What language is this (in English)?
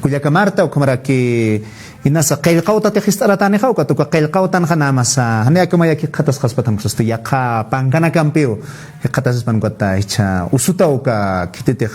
Aymara